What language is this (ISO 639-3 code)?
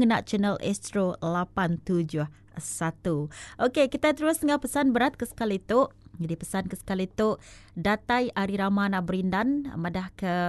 iba